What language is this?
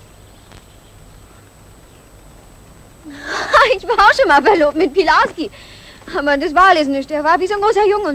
German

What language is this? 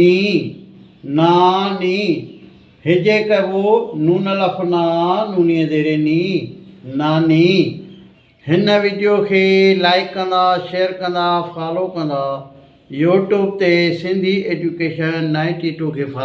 Sindhi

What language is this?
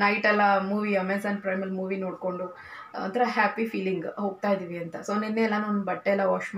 Kannada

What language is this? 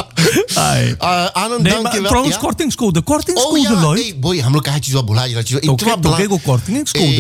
Dutch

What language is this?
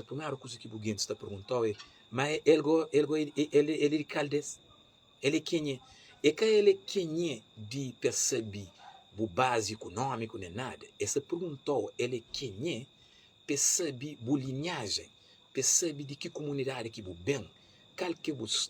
Kabuverdianu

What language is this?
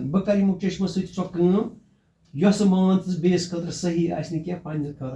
Kashmiri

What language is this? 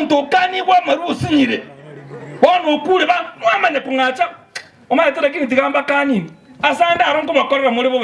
Gusii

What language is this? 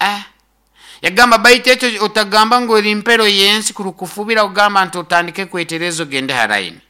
Nyoro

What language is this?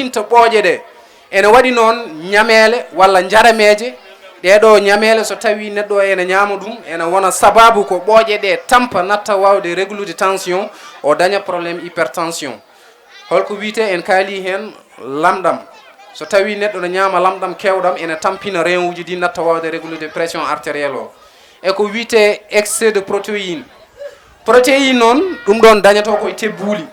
Fula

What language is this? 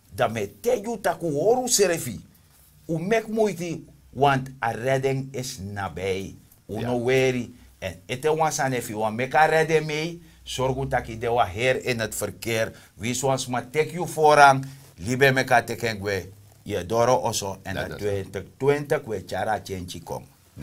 Sranan Tongo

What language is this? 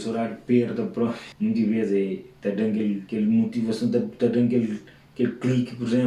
Kabuverdianu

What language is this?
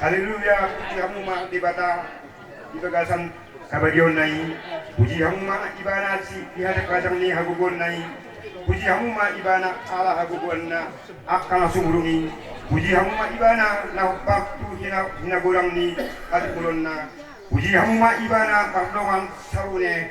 Batak Toba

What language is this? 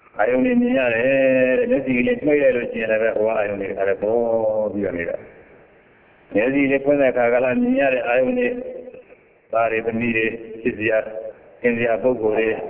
Burmese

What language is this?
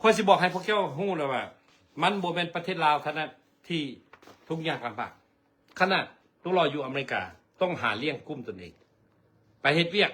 Lao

